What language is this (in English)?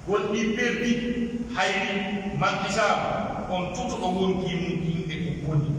Pular